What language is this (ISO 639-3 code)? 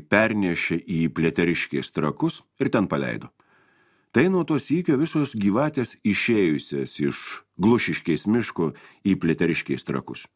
lit